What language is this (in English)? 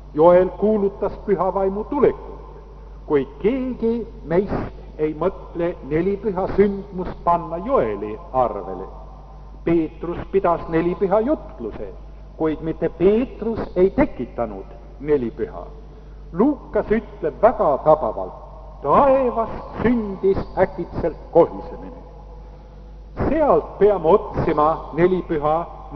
Estonian